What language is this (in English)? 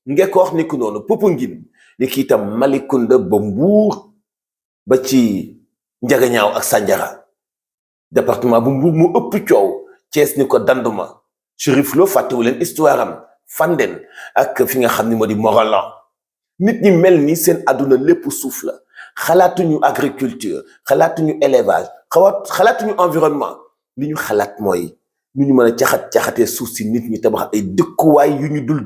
Wolof